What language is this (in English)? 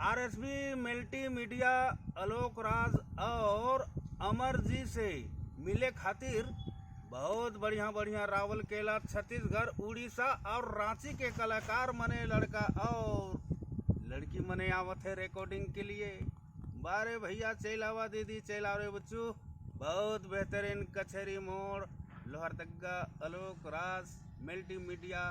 Sadri